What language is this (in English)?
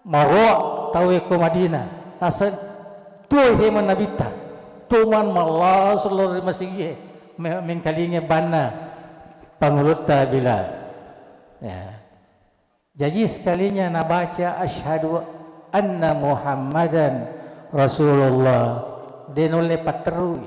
Buginese